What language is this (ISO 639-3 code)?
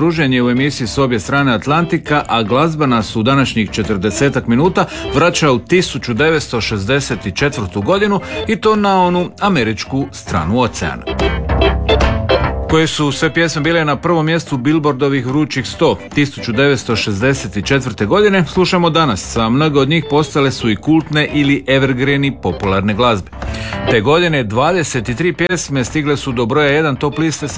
hrv